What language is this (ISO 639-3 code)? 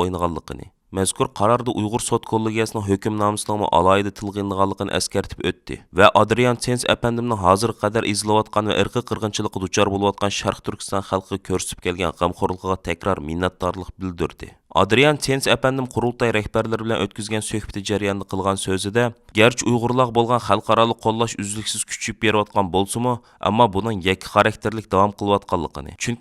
uig